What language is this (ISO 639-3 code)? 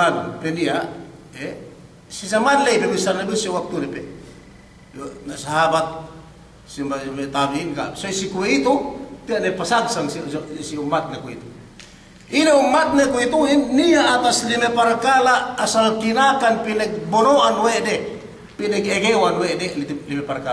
yka